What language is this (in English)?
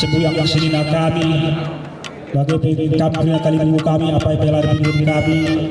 Batak Karo